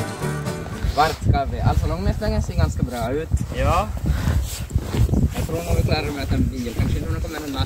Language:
Swedish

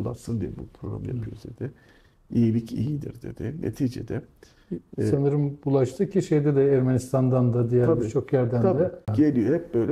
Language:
Turkish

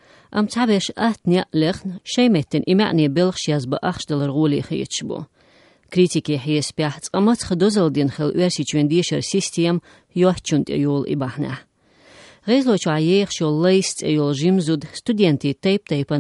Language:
Chechen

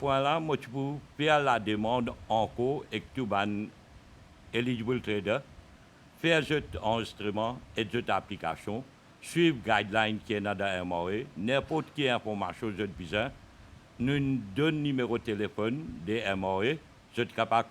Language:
Morisyen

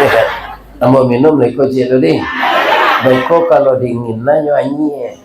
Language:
Minangkabau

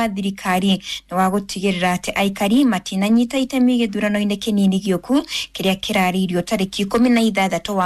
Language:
Kikuyu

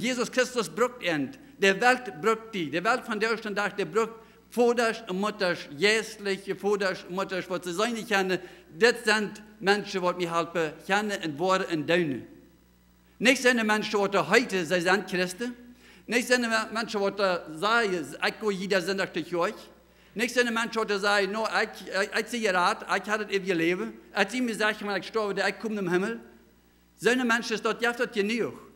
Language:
Plautdietsch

